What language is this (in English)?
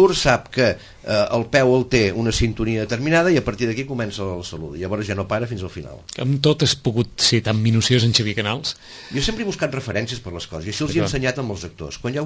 Catalan